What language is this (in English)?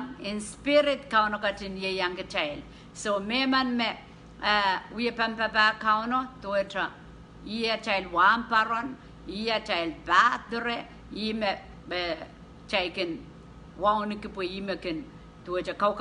Pohnpeian